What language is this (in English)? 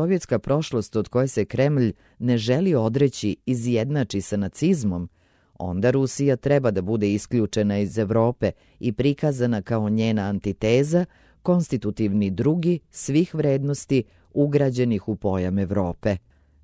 Serbian